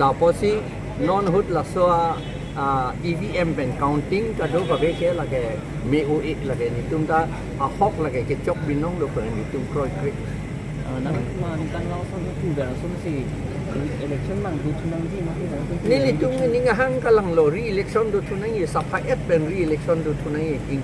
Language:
Karbi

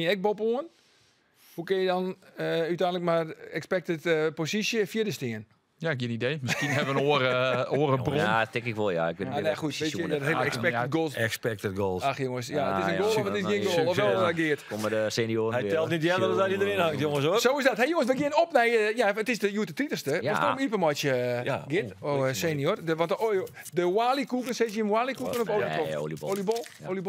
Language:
Western Frisian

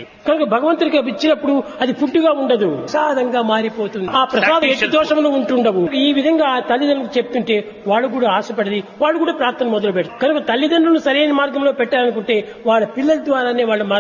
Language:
Telugu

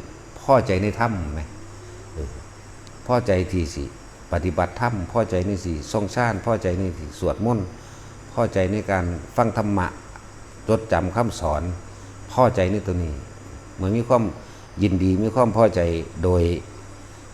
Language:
Northeastern Thai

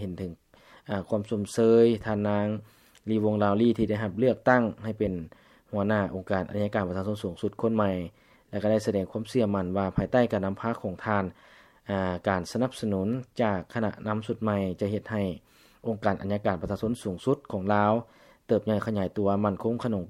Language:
Lao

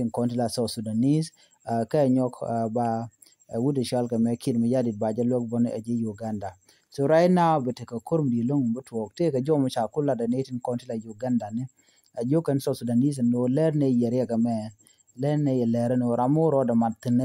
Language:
Nuer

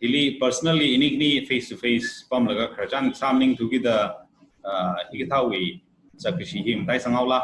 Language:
Tangkhul Naga (India)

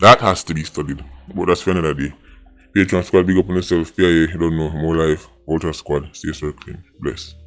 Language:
Jamaican Creole English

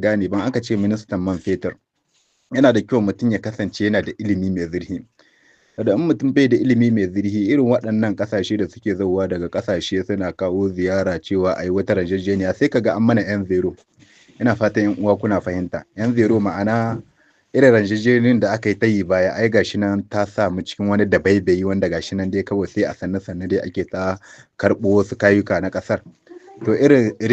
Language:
Hausa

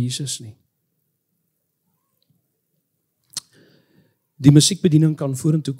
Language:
Afrikaans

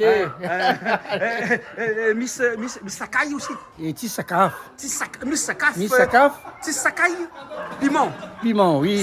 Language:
Réunion Creole French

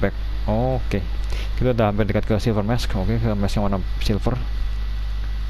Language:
Indonesian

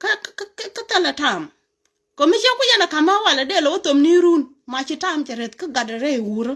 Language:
Nuer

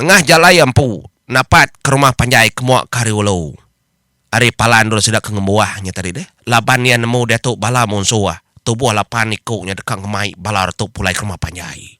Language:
Iban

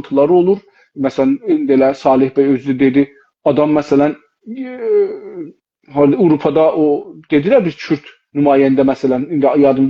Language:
South Azerbaijani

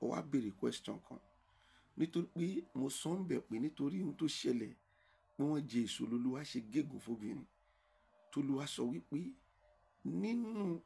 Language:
Yoruba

